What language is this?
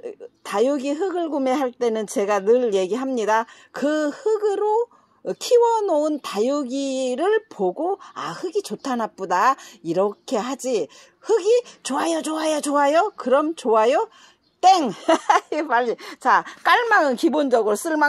Korean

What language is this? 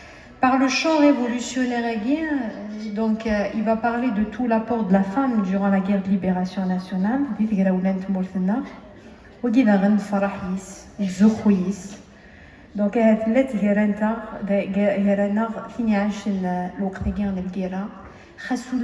Kabyle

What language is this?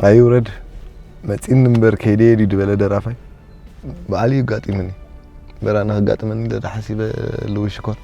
Tigrinya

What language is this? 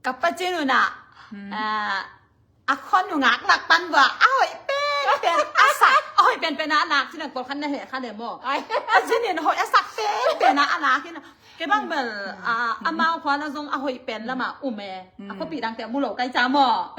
Tedim Chin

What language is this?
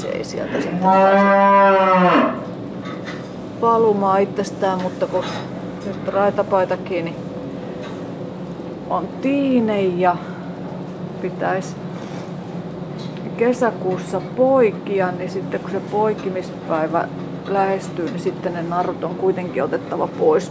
Finnish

